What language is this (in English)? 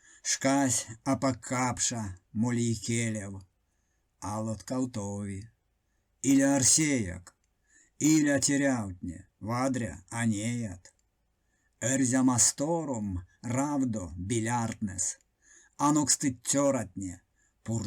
Erzya